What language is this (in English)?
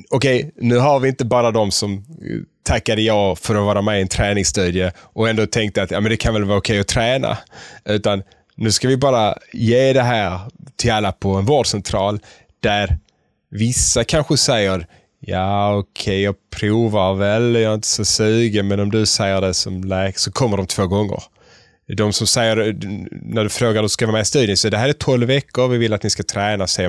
Swedish